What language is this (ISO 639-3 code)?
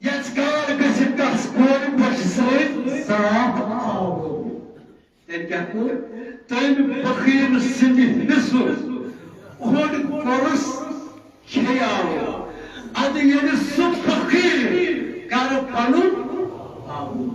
kas